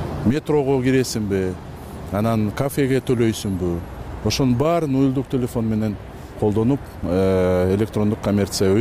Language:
Kyrgyz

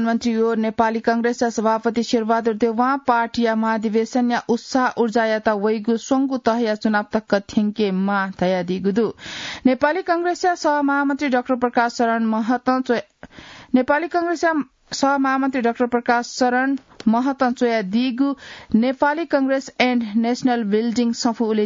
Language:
Newari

